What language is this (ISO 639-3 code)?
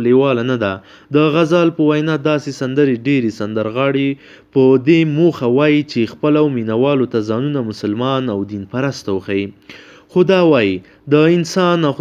pus